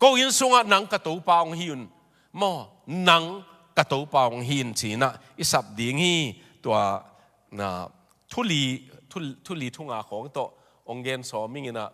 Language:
Tedim Chin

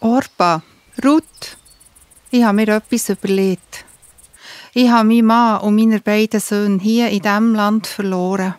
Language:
Swiss German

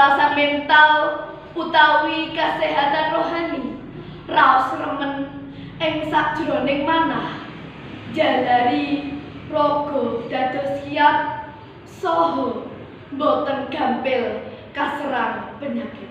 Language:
Javanese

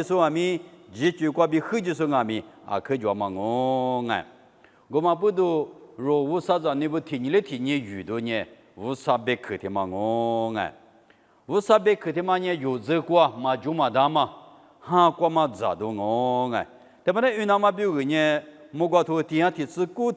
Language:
Lisu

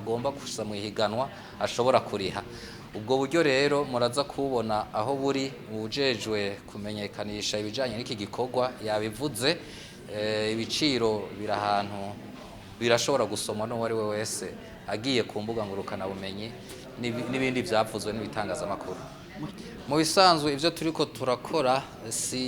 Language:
Rundi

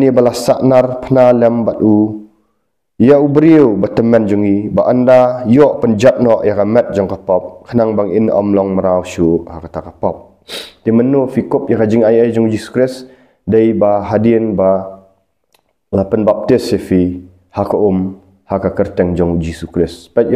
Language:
Khasi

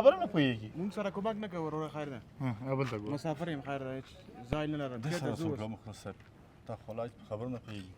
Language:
Pashto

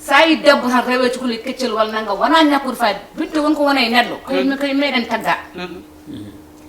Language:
Fula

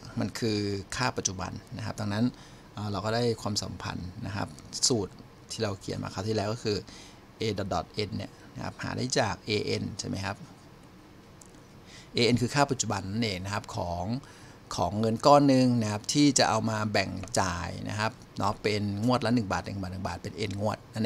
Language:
Thai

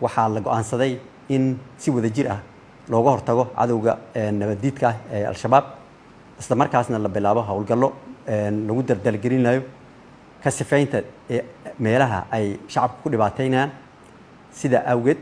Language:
Somali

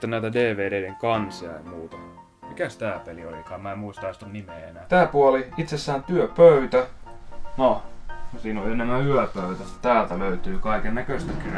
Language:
Finnish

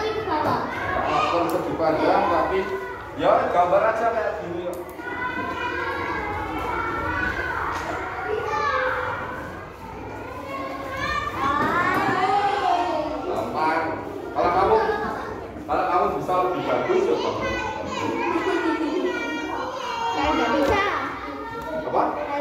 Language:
Indonesian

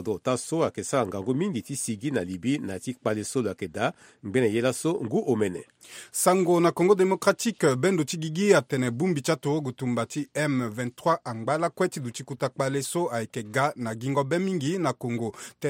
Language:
Sango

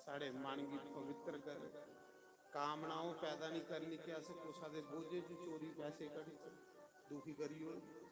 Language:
Dogri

